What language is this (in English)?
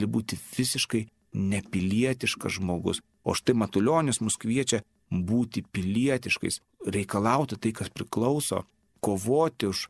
Lithuanian